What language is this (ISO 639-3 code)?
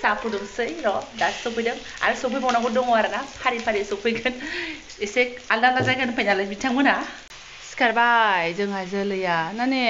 brx